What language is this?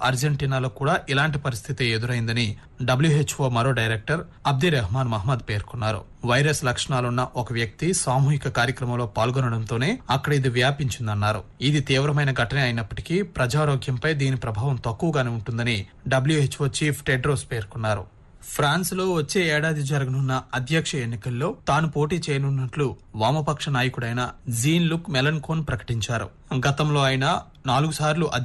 Telugu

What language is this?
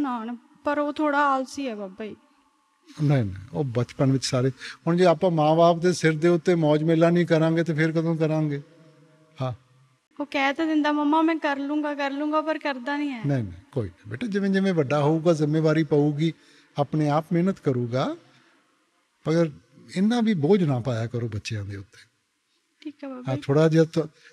Punjabi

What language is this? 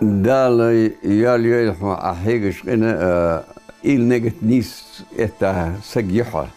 Ingush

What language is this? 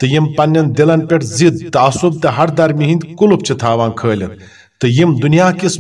Kashmiri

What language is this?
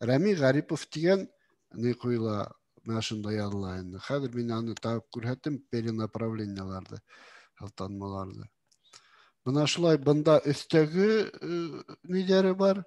Bashkir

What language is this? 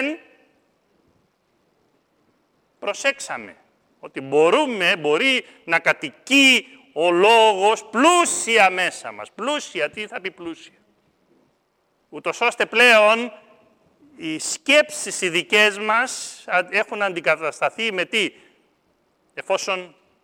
Greek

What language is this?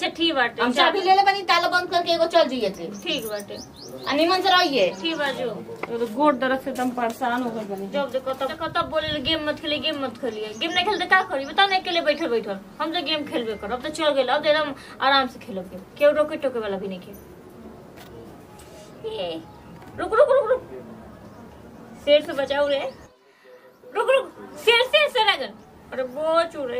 Bhojpuri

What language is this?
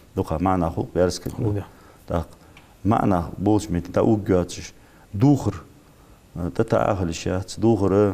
Ingush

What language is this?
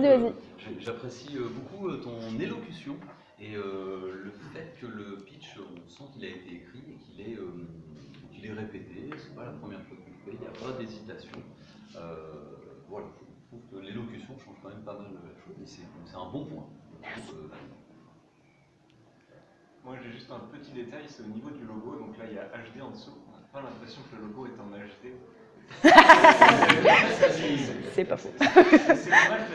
French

